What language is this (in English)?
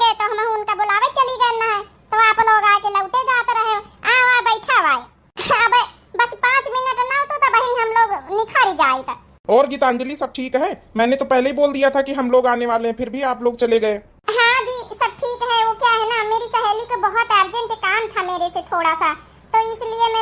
Awadhi